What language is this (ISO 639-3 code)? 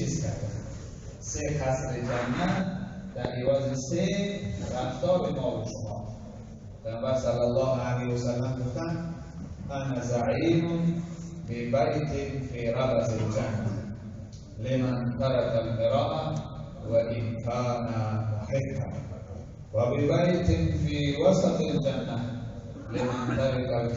tgk